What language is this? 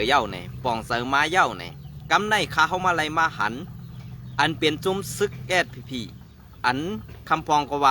Shan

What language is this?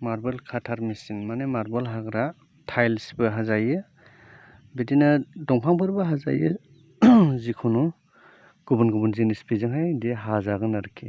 Bodo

